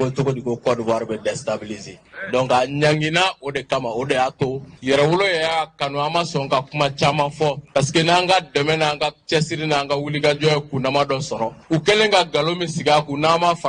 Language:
Bambara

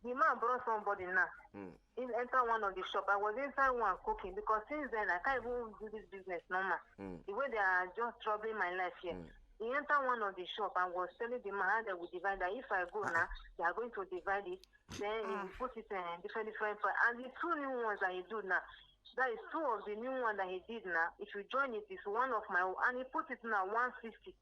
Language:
Nigerian Pidgin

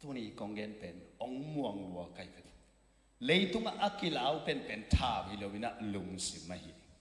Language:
Tedim Chin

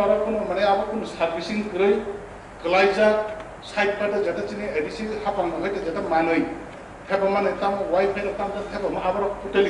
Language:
Kok Borok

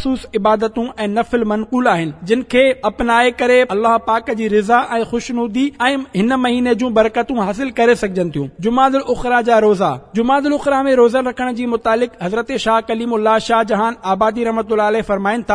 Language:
Sindhi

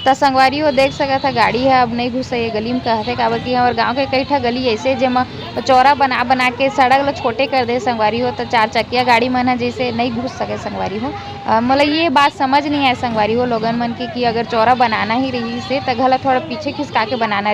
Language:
Chhattisgarhi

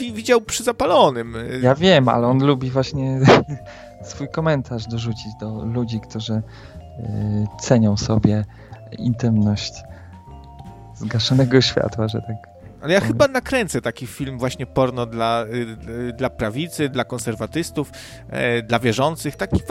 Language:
Polish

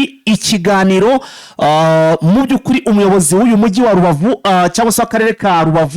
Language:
Kinyarwanda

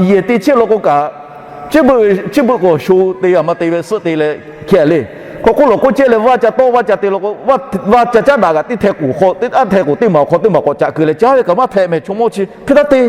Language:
Lahu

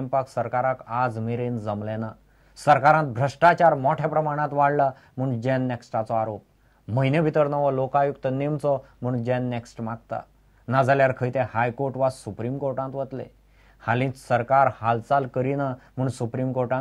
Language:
Konkani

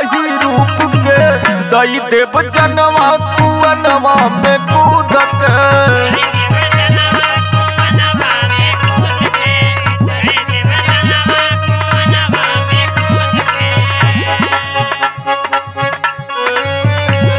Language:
Bhojpuri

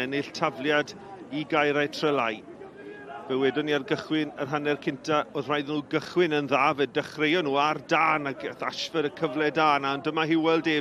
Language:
Welsh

